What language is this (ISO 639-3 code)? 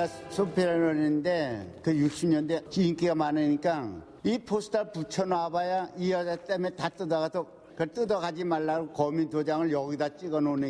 kor